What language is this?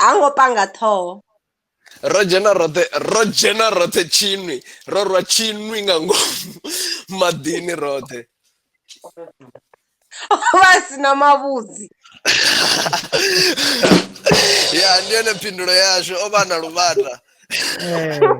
Venda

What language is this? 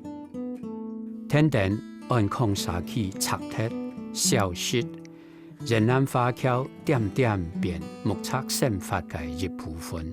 Hakka Chinese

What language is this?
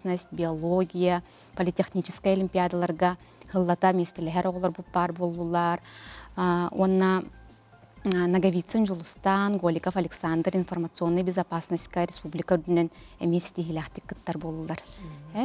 Yakut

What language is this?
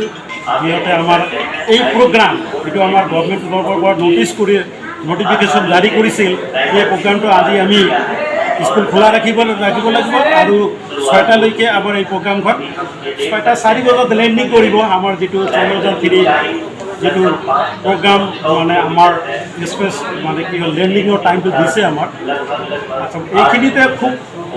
Assamese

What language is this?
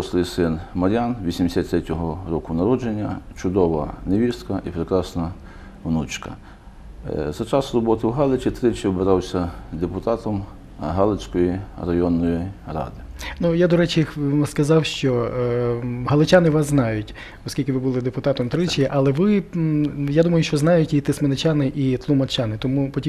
Ukrainian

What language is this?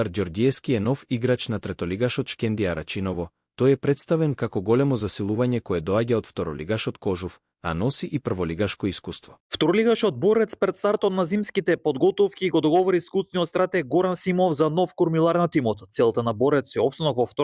Macedonian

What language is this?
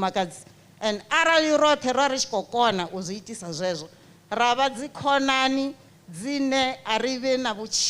Venda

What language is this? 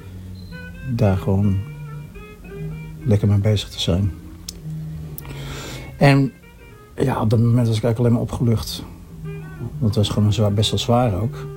Dutch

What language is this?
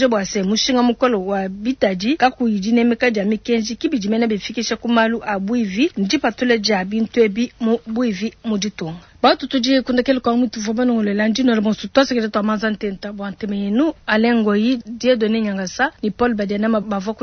Luba-Lulua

